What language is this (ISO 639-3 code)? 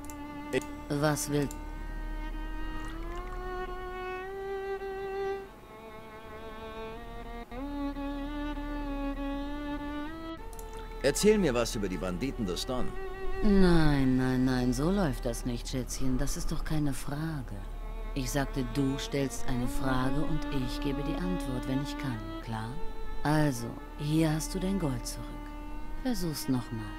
deu